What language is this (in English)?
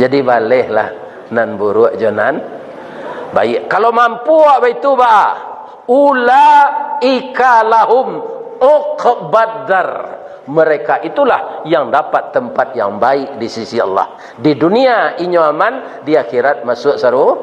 Minangkabau